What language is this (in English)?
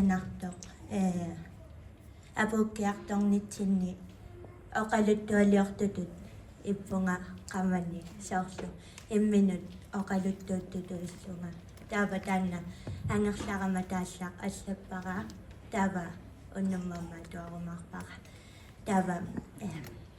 Kalaallisut